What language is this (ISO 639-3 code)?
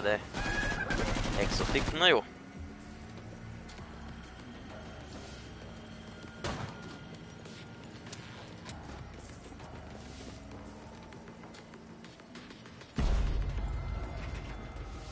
hun